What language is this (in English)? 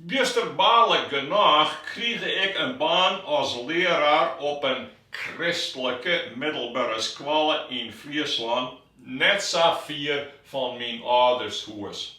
Western Frisian